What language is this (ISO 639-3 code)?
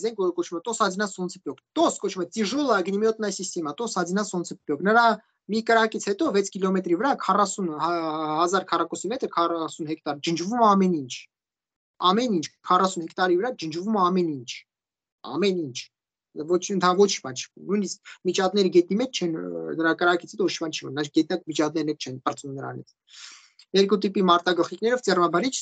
hye